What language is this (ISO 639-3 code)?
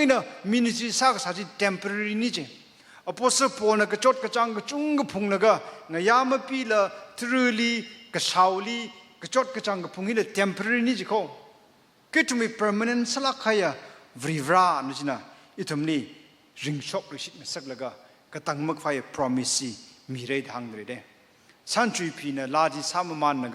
nmf